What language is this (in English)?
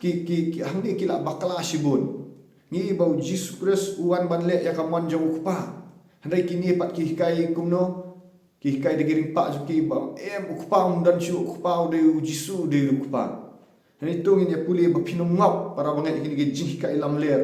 Khasi